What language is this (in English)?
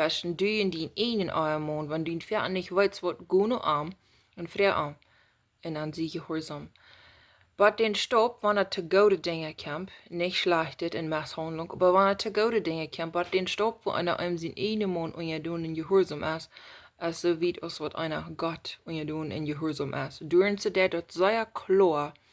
Plautdietsch